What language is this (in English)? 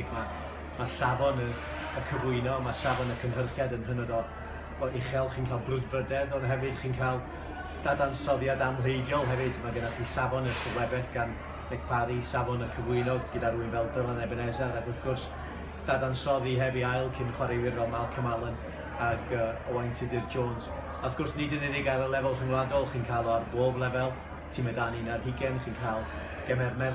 Welsh